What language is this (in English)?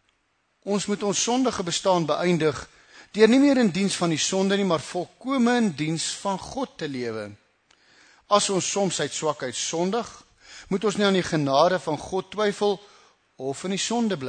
Afrikaans